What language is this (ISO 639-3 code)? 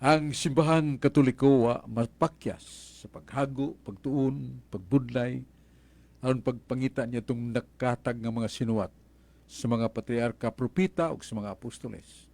ceb